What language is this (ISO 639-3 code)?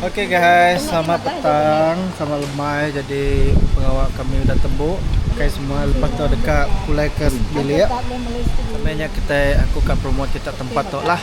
iba